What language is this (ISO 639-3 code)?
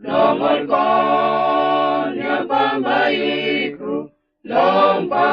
bis